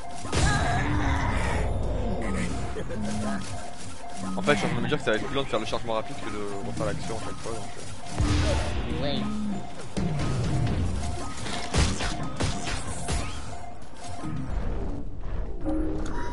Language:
French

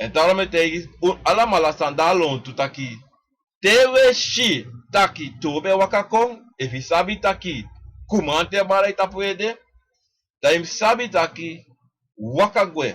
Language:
Sranan Tongo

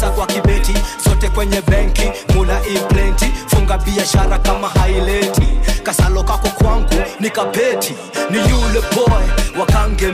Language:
Swahili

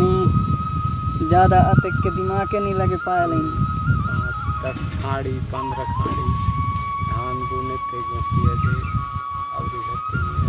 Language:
Chhattisgarhi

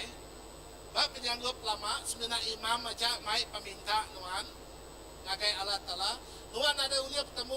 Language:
Iban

